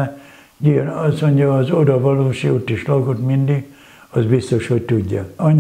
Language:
Hungarian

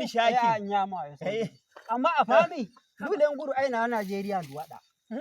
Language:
Nigerian Fulfulde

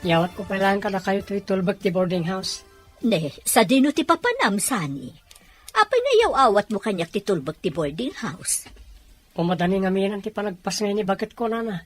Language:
Iloko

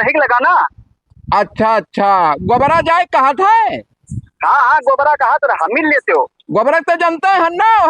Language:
Awadhi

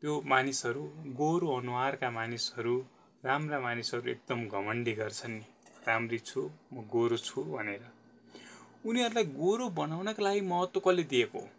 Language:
Nepali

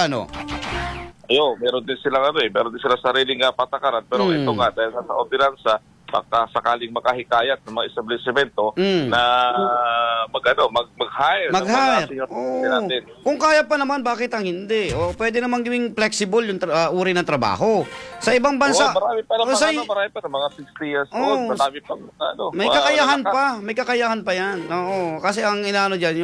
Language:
Filipino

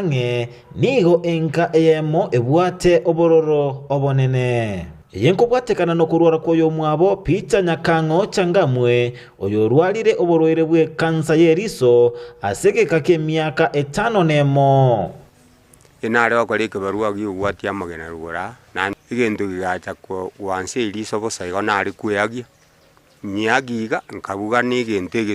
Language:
Gusii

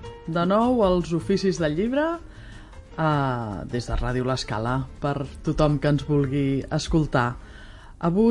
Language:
Catalan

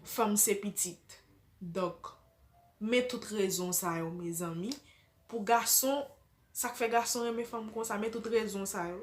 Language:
Haitian Creole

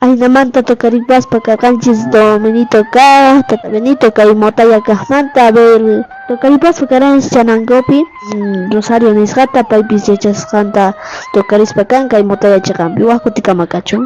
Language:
South Bolivian Quechua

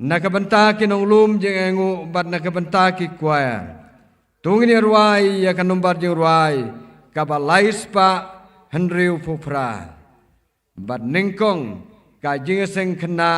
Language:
Khasi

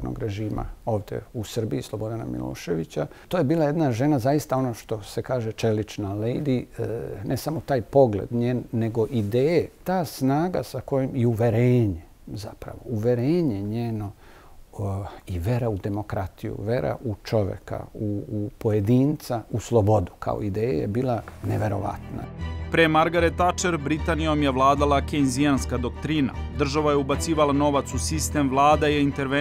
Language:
Serbian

